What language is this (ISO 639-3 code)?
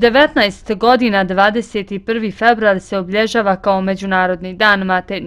bos